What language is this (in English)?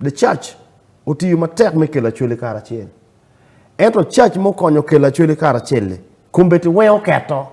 Acoli